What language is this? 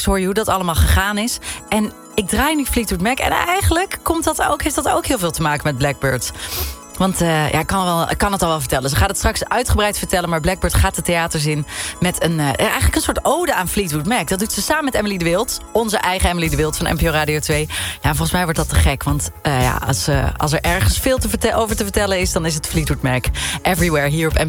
Dutch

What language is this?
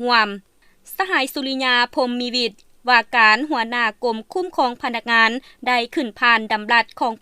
Lao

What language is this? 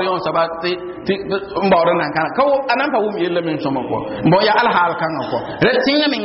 Mossi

